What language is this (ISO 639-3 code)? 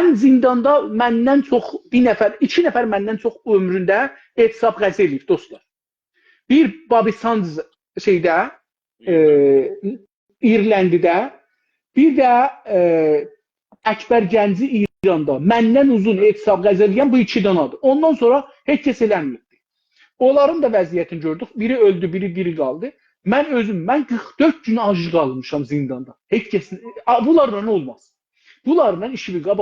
azb